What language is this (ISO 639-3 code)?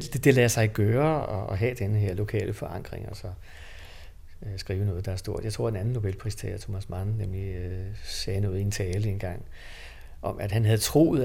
dan